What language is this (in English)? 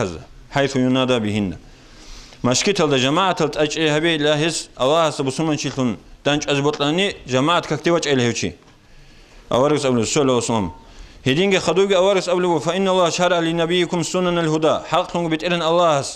Avaric